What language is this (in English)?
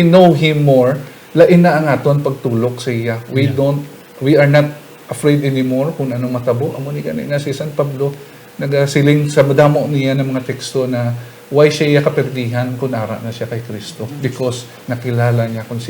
Hiligaynon